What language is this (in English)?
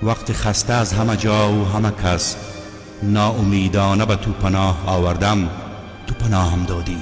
Tajik